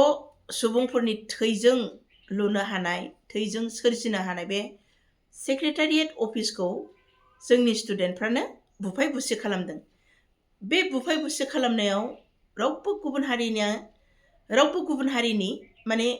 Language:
Bodo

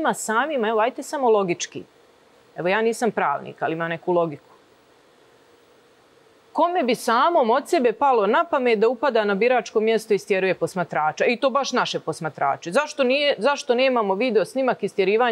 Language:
Serbian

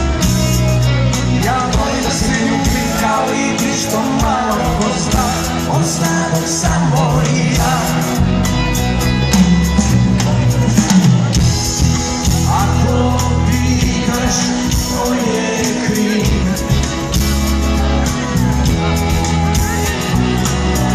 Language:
Serbian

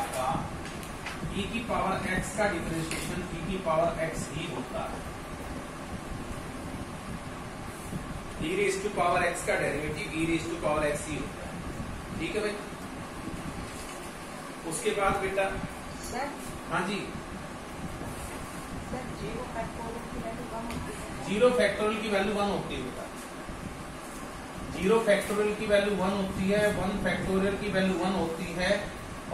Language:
Hindi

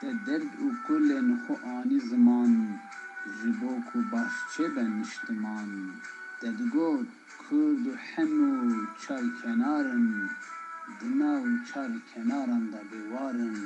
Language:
Kurdish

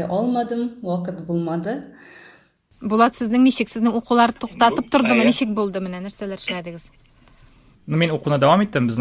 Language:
Tatar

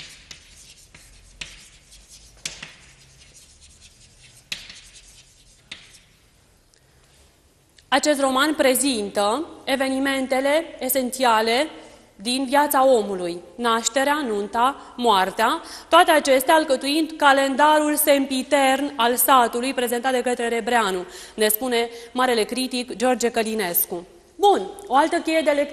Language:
Romanian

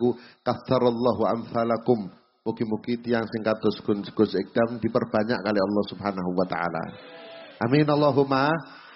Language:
Javanese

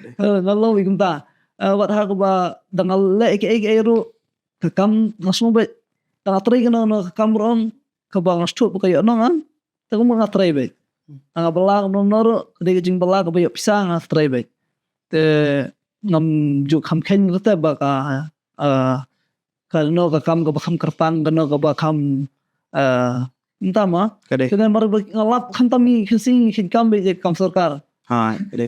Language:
Khasi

